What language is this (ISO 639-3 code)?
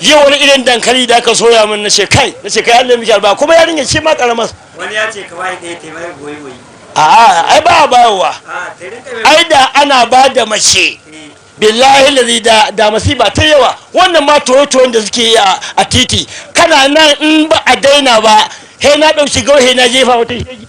hau